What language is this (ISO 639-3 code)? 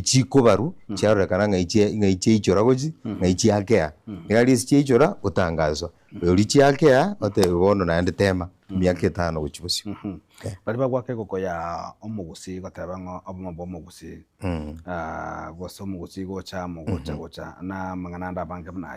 guz